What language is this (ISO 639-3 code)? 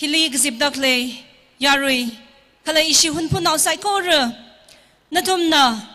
nmf